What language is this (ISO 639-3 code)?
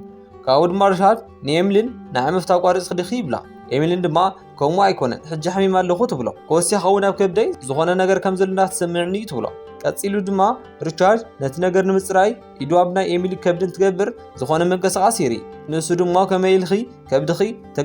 tir